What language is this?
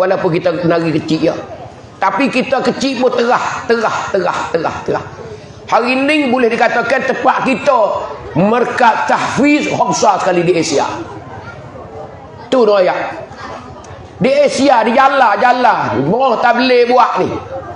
Pattani Malay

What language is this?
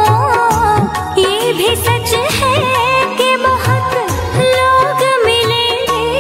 Bhojpuri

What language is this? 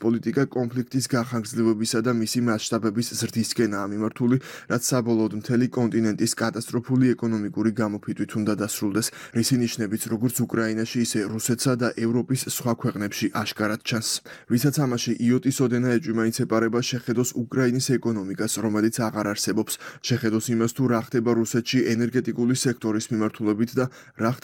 Georgian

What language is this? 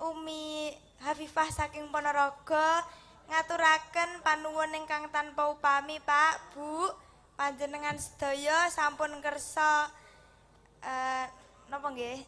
Javanese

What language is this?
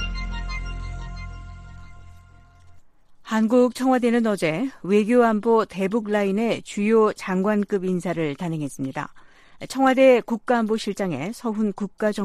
Korean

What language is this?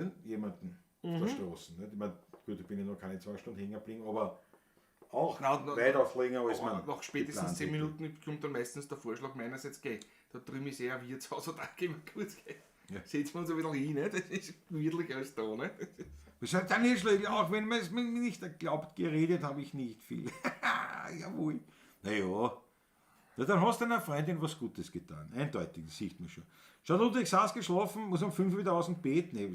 Bavarian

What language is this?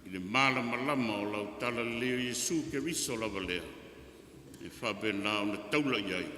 Samoan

